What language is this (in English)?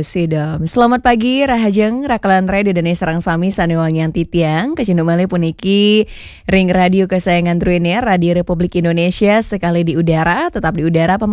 Balinese